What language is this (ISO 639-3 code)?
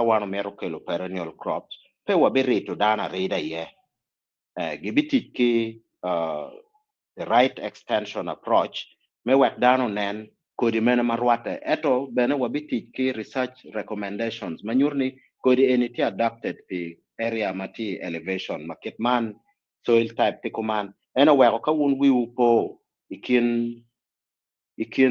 ach